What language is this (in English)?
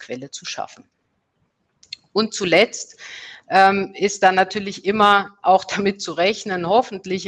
German